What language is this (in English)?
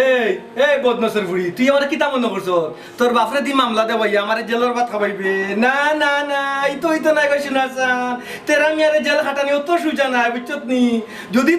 Sylheti